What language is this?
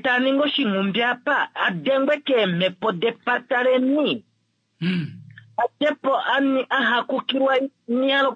Kuanyama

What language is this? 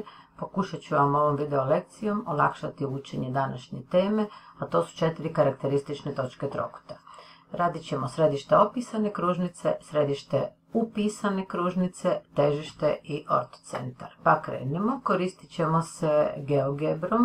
Croatian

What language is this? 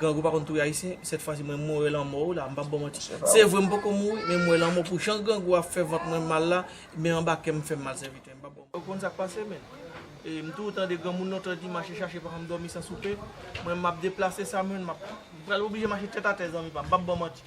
Haitian Creole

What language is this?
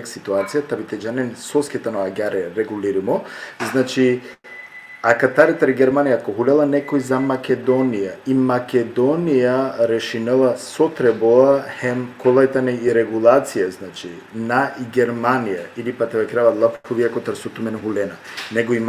Balkan Romani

